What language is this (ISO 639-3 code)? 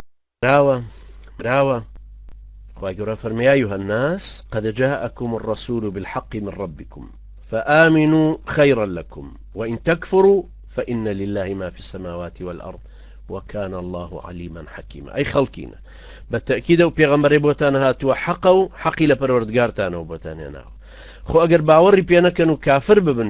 ckb